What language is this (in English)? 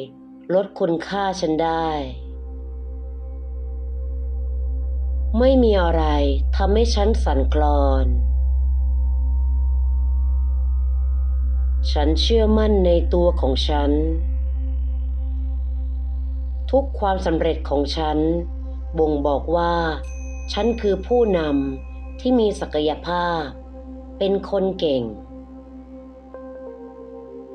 Thai